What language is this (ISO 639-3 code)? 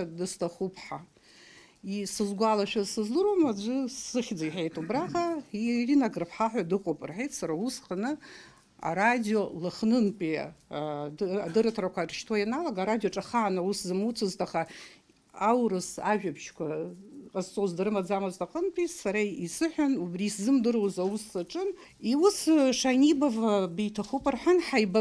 abk